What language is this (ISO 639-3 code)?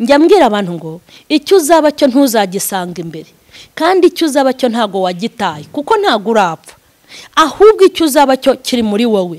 kin